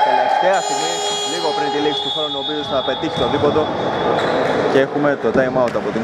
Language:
Greek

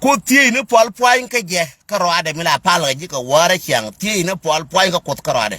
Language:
Nuer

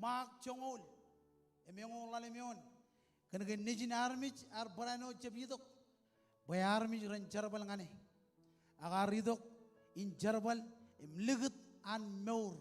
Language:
Marshallese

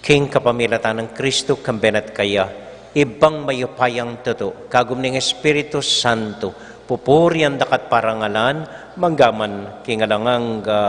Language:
Pampanga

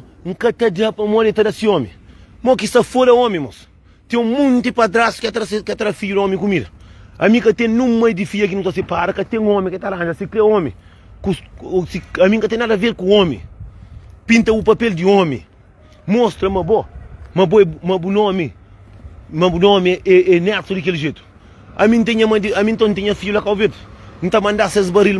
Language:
Kabuverdianu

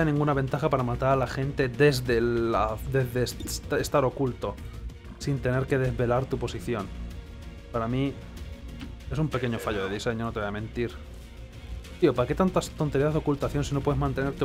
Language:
Spanish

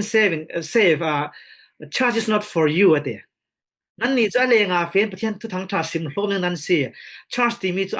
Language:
Falam Chin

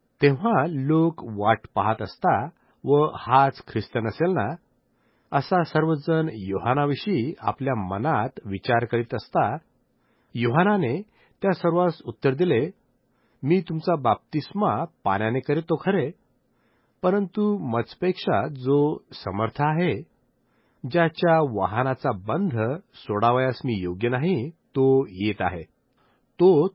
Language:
Marathi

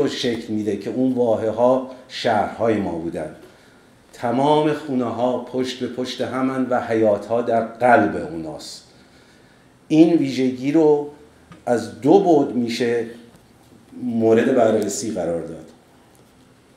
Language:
Persian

